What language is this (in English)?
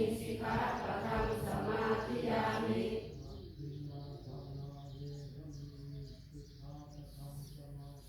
Pali